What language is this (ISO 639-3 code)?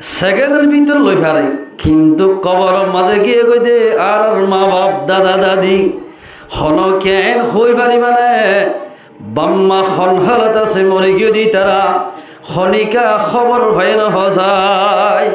rhg